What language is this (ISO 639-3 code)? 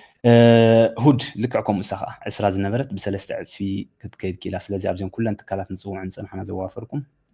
tir